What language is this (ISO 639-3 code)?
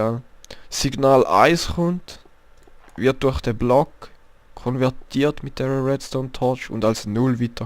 gsw